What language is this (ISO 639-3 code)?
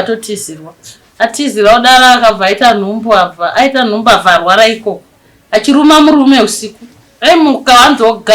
sna